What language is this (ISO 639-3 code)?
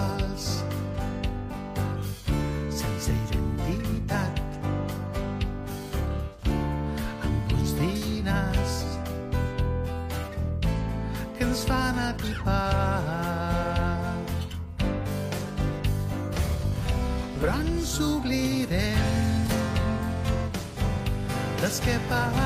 cat